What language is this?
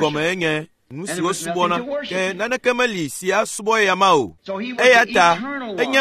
Ewe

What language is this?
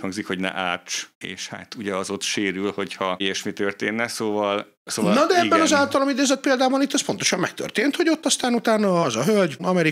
Hungarian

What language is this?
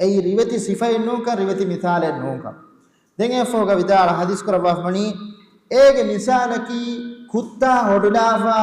Divehi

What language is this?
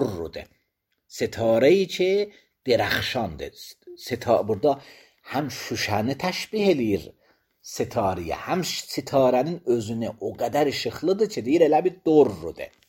Azerbaijani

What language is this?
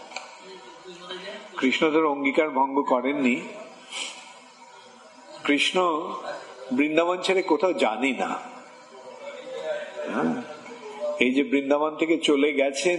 Bangla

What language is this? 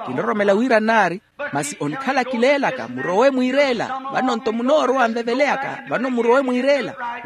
Makhuwa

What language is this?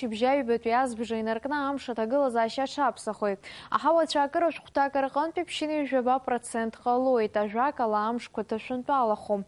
Abkhazian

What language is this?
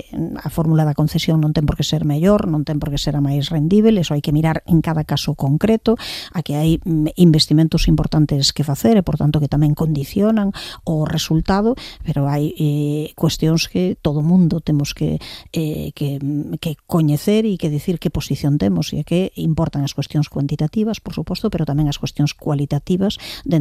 Galician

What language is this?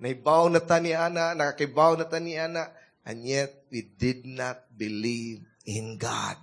Cebuano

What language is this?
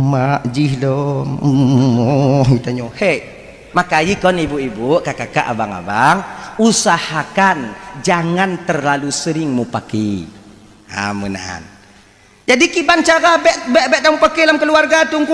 Achinese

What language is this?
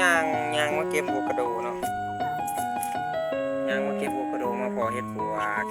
Lao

